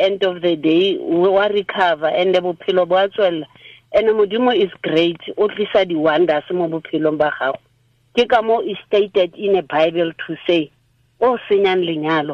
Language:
Tswana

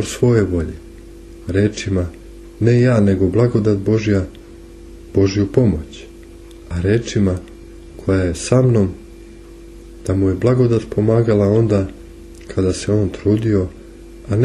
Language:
Serbian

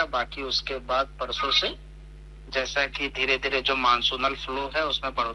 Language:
Hindi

